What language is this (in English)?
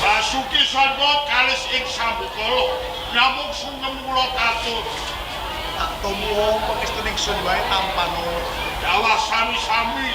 Javanese